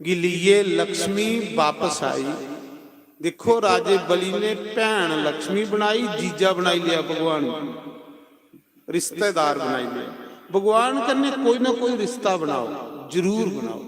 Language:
Dogri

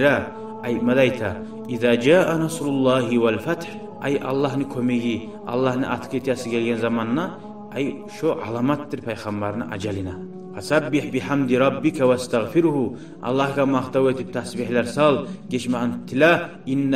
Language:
Kumyk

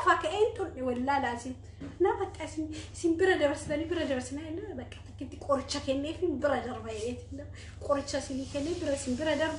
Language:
Oromo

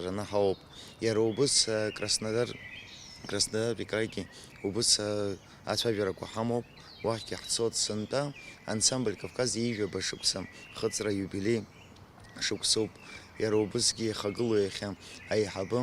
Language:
Abkhazian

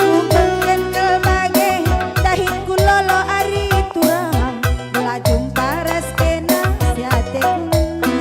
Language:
Batak Karo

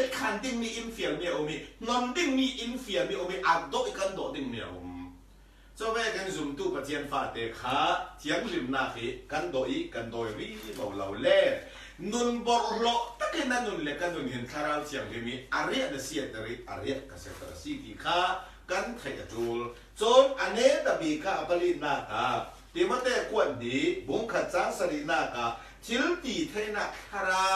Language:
Falam Chin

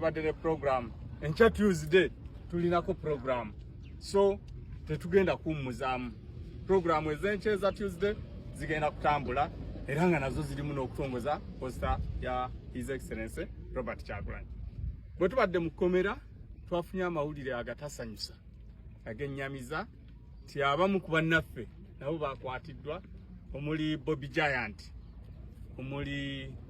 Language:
Ganda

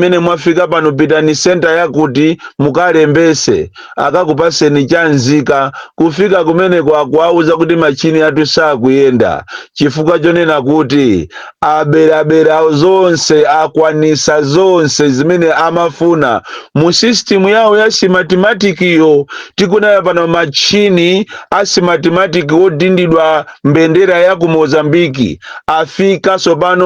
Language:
Nyanja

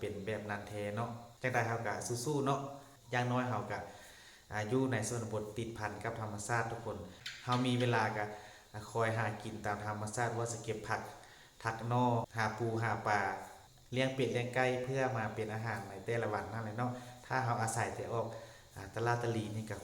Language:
Lao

